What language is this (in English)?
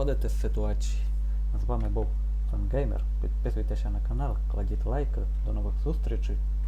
Rusyn